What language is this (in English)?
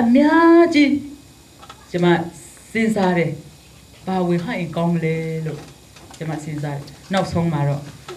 Burmese